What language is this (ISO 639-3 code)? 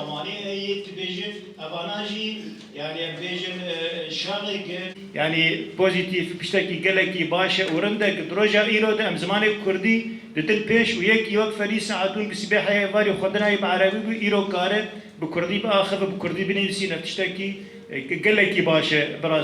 kur